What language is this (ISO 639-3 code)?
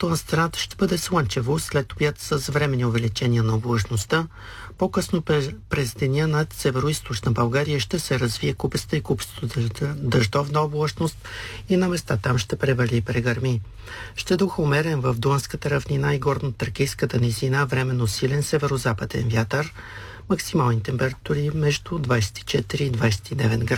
bul